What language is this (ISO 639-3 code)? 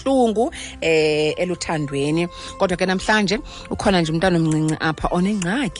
xho